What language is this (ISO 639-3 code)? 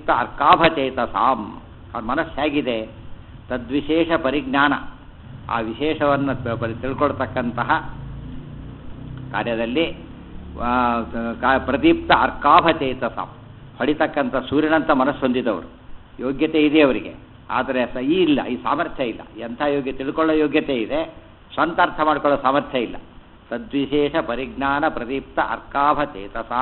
kan